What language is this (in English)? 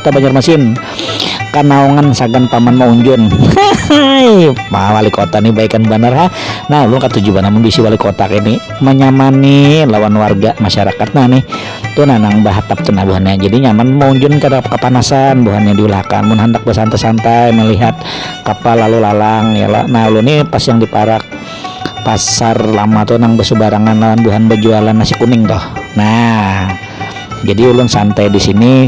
Banjar